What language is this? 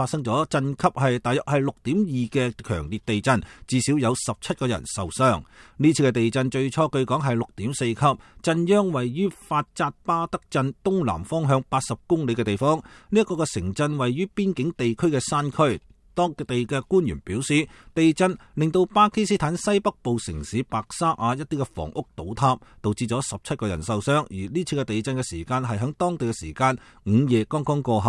Cantonese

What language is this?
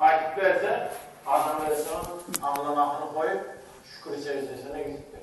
Turkmen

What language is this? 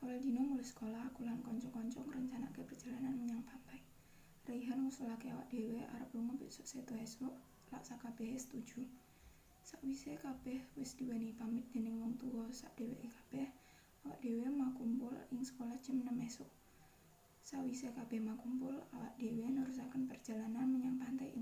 Javanese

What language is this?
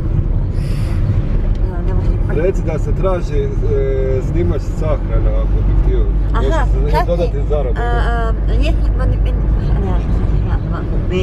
Croatian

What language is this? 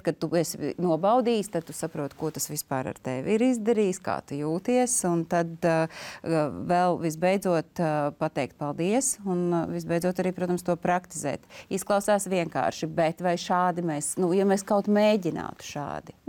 Latvian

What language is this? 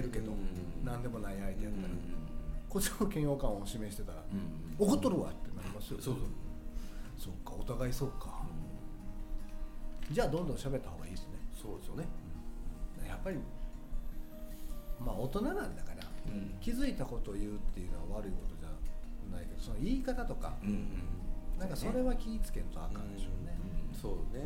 Japanese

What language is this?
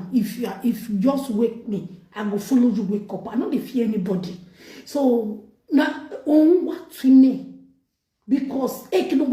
Nigerian Pidgin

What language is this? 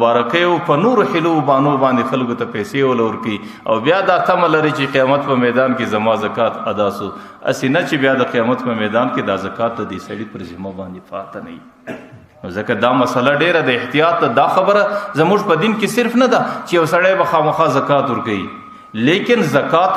Pashto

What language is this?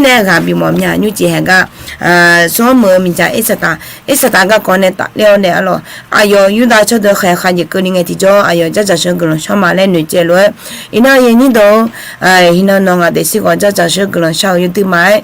Akha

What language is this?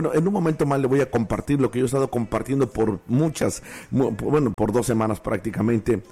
Spanish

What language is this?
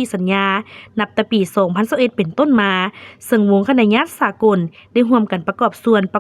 Lao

